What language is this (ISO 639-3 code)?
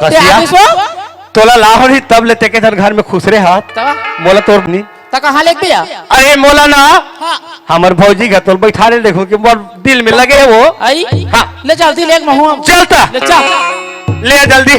hne